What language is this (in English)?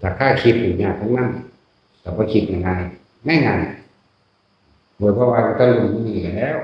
Northeastern Thai